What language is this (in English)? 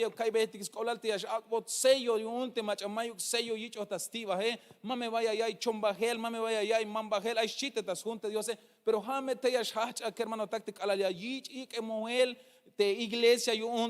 Tzeltal